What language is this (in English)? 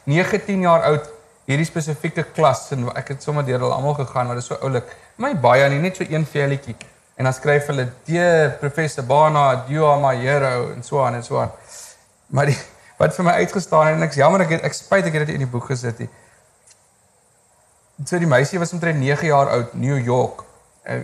Afrikaans